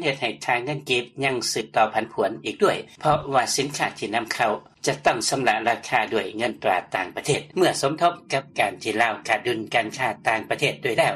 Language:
Lao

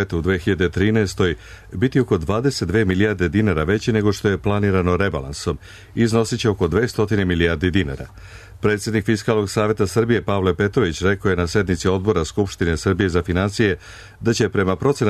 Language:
Serbian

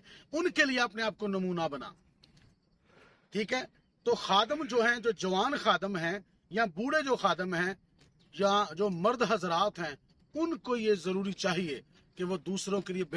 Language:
Urdu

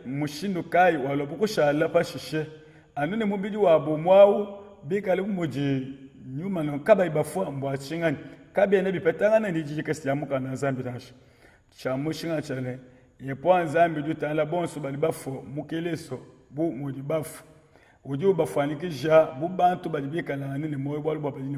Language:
Luba-Lulua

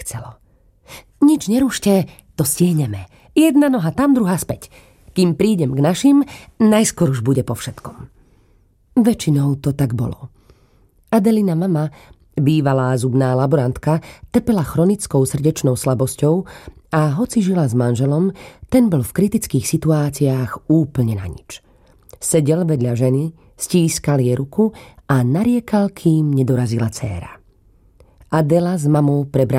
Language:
Slovak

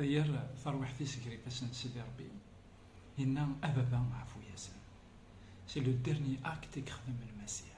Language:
Kabyle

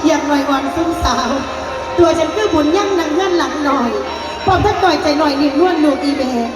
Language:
Northeastern Thai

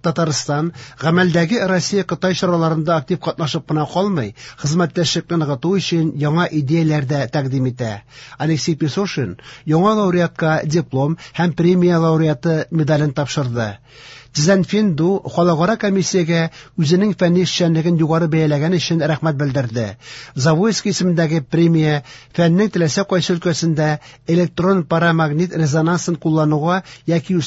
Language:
Tatar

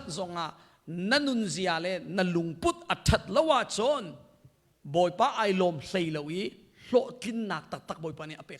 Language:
Hakha Chin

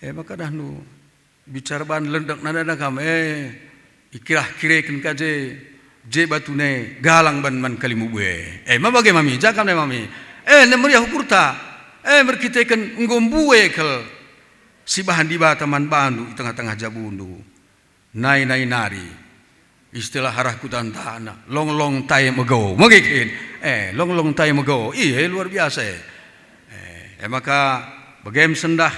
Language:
Batak Karo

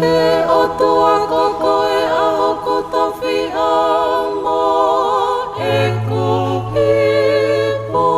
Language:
Tongan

